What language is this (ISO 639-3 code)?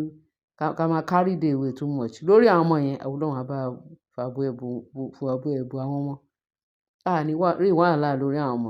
yor